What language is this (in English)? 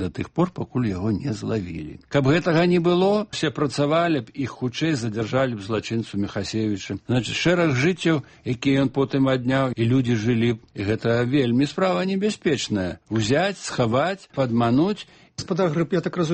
Belarusian